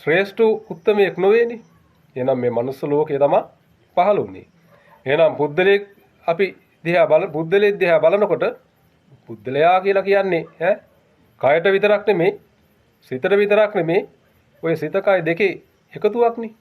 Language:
Sinhala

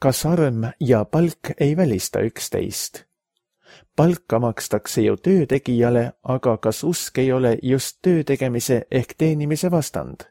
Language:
Estonian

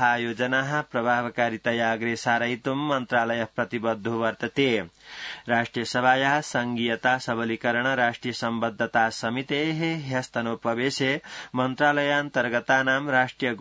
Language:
Sanskrit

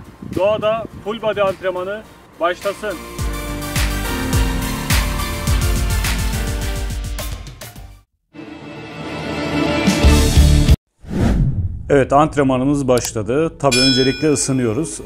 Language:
Turkish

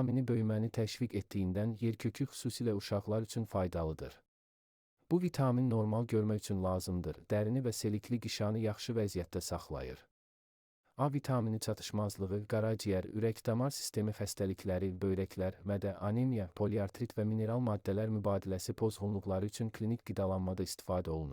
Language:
Azerbaijani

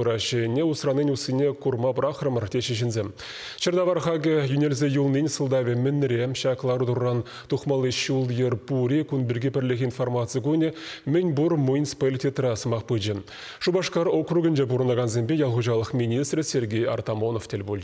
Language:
Chuvash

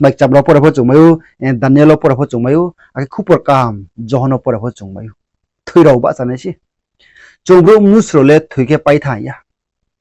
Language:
Riang (India)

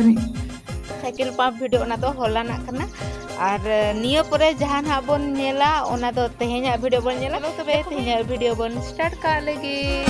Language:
Santali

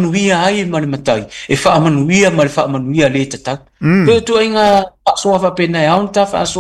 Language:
Samoan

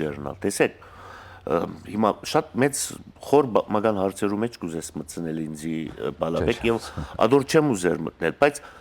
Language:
Western Armenian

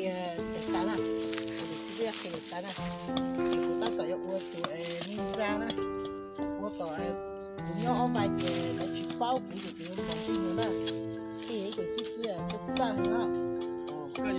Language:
Hmong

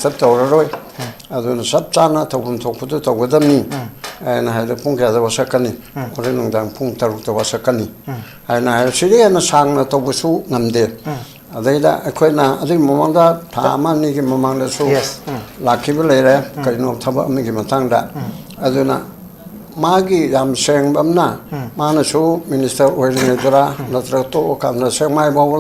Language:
Manipuri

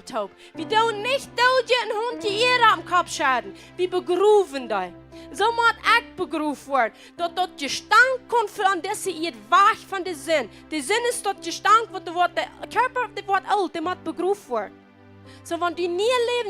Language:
Plautdietsch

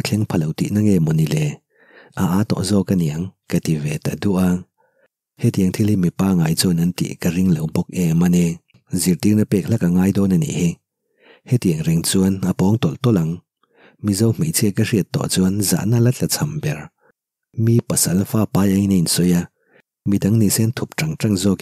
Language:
Mizo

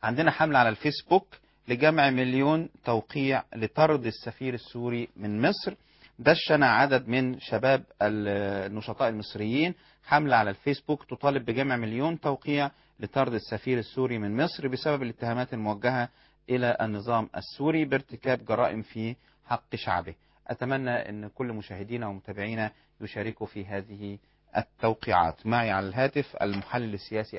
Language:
Arabic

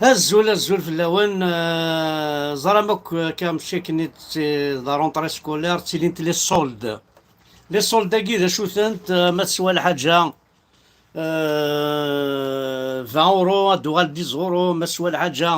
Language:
Kabyle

